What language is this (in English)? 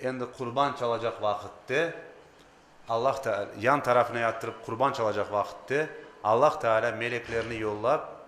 Crimean Tatar